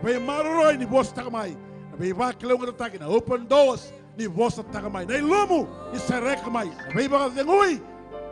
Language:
Fijian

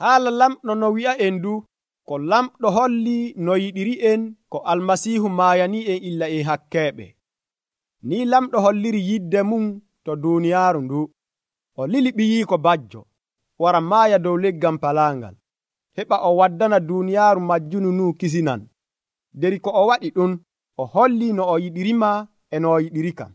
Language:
Nigerian Fulfulde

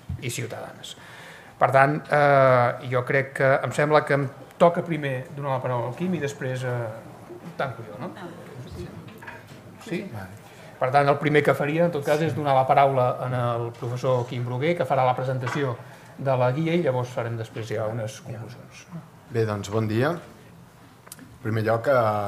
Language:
Catalan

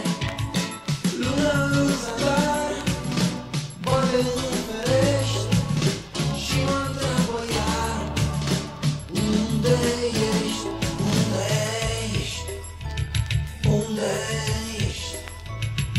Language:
Romanian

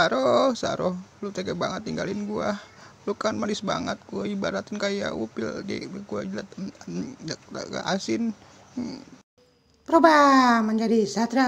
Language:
Betawi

